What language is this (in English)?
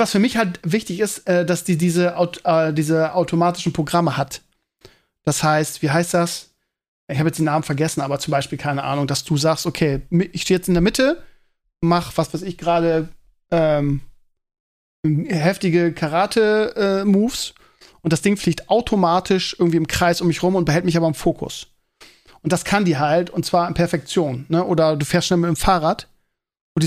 German